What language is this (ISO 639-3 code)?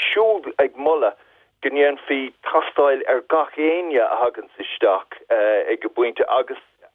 gle